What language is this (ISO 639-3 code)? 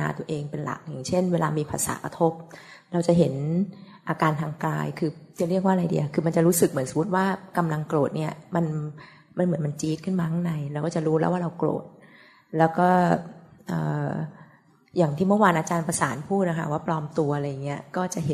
tha